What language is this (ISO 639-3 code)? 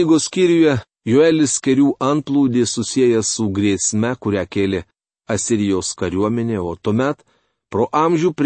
lit